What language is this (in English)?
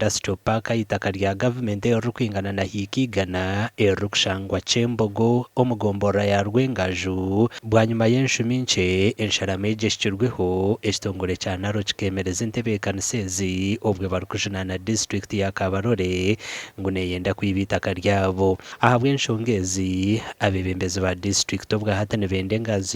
Nyankole